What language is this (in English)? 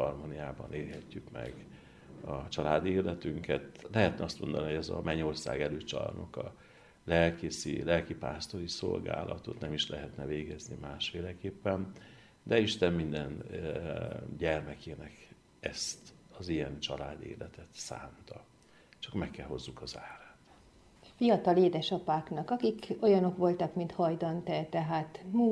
Hungarian